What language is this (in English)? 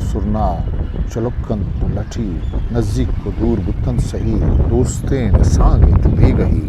Eastern Balochi